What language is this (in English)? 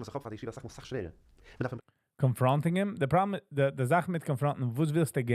Yiddish